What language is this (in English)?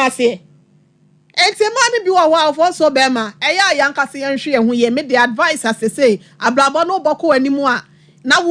Akan